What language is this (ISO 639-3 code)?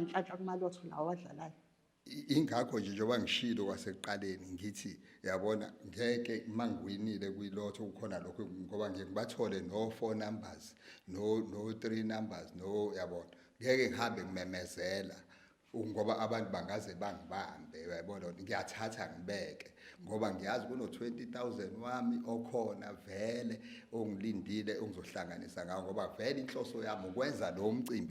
zul